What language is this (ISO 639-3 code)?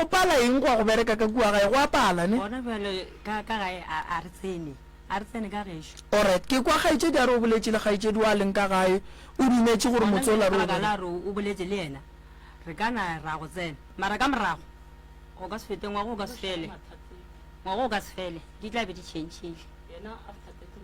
nso